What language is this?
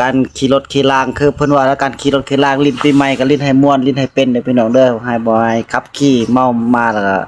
Northeastern Thai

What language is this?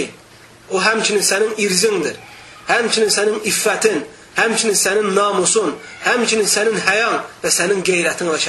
Azerbaijani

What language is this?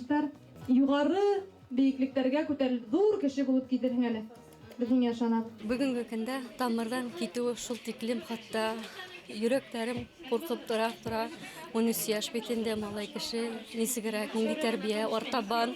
Bashkir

